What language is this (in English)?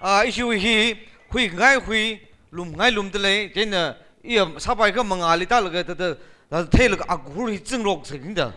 Tangkhul Naga (India)